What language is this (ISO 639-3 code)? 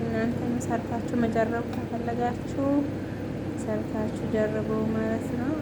amh